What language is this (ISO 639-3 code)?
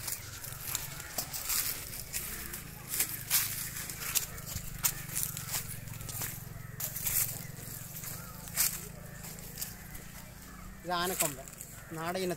mal